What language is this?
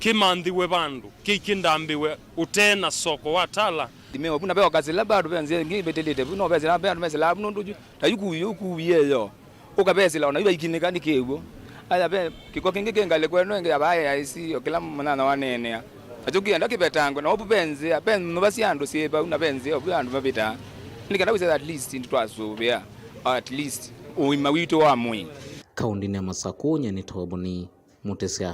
Kamba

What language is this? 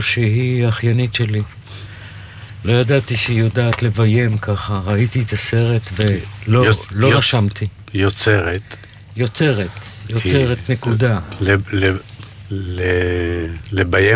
Hebrew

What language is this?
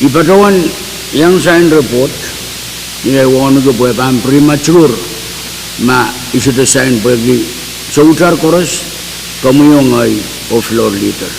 Pohnpeian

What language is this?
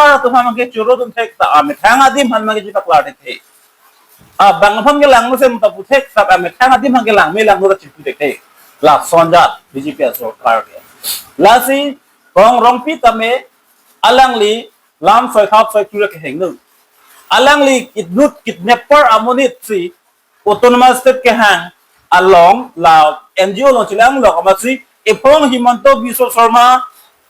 Karbi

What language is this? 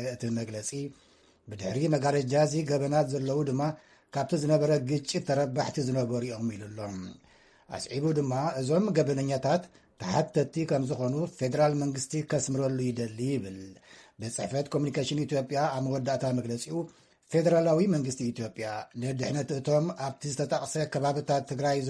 Tigrinya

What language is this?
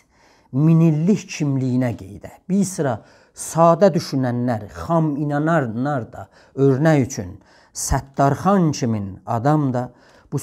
South Azerbaijani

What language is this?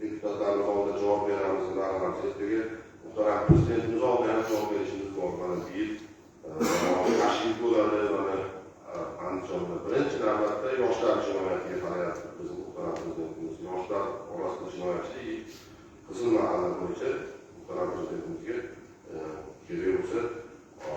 Uzbek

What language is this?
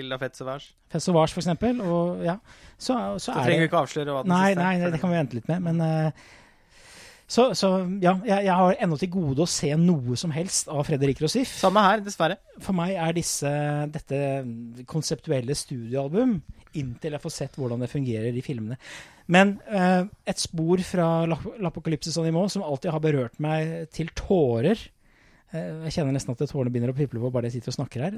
Norwegian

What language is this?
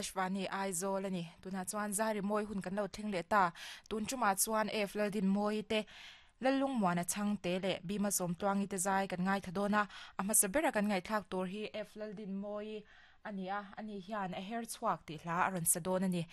Mizo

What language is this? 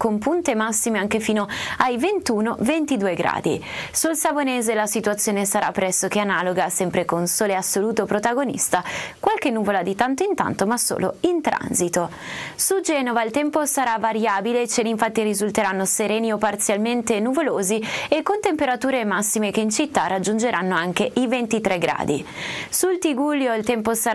Italian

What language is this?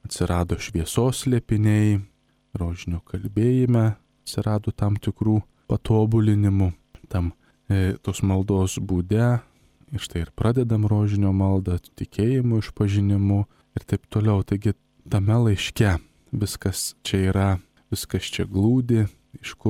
Lithuanian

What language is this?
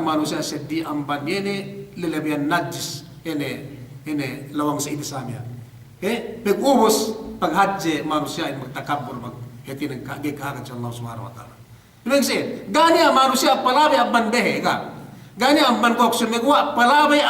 Yakan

